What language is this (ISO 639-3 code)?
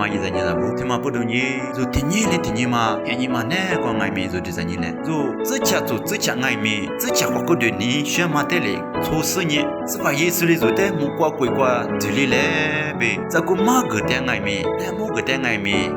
lis